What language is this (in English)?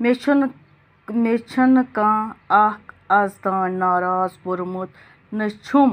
Kashmiri